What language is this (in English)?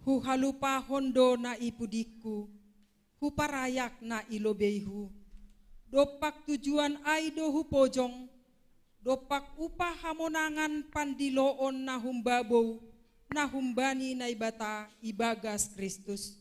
Batak Simalungun